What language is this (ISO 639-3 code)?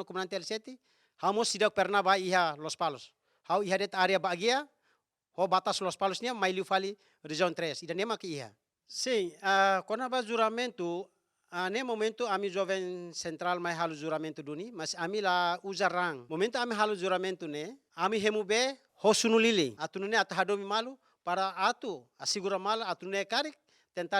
tet